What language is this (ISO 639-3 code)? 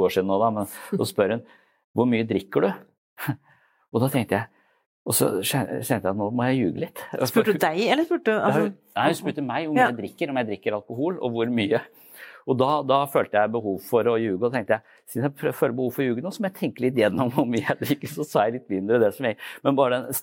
nor